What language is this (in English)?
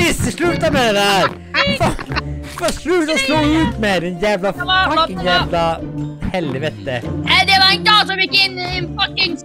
Swedish